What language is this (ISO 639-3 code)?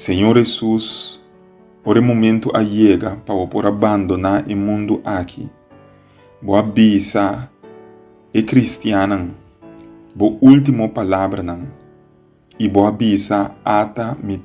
pap